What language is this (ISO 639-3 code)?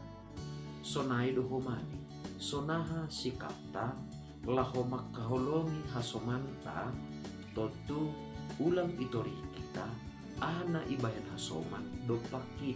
bts